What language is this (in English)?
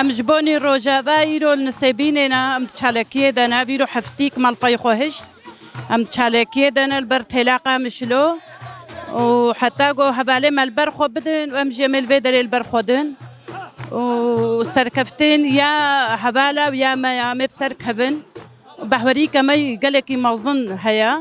Kurdish